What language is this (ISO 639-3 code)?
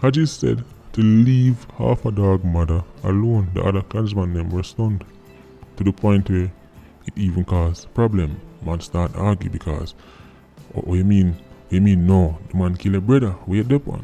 jam